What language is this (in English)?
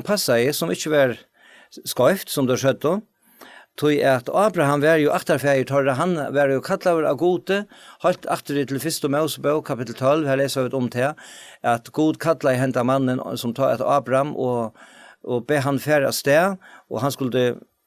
Faroese